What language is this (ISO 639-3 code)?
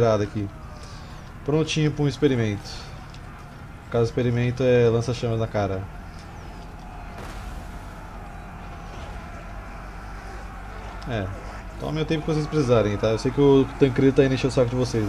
por